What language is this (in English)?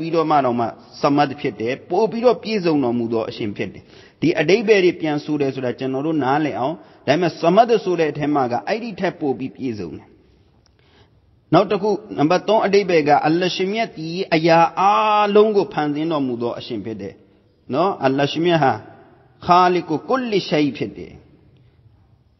Burmese